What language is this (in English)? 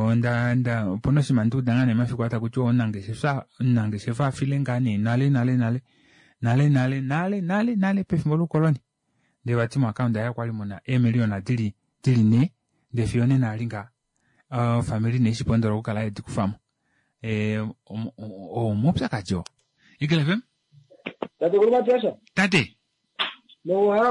Kuanyama